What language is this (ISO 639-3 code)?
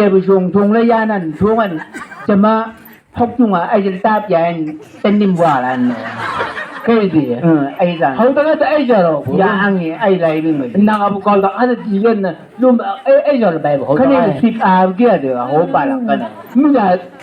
nbc